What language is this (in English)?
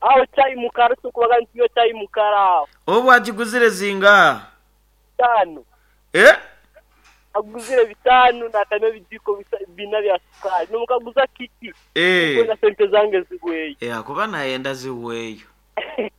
Nyoro